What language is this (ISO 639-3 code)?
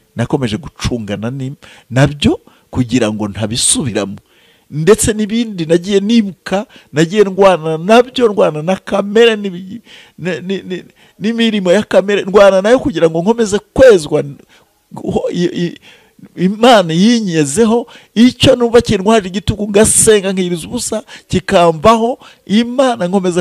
kin